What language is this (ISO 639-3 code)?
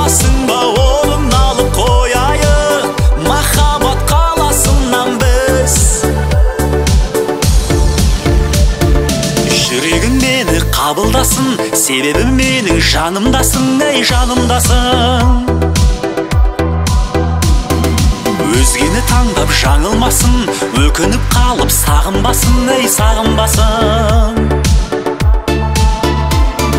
kaz